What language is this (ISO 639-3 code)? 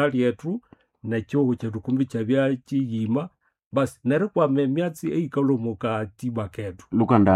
nnb